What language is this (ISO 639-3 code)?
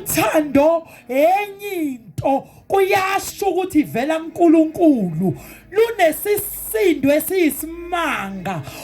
zul